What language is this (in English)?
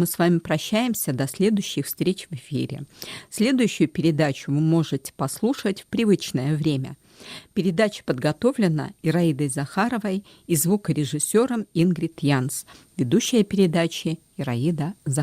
Chuvash